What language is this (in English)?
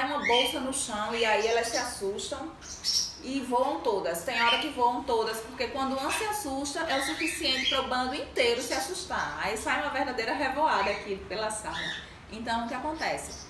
Portuguese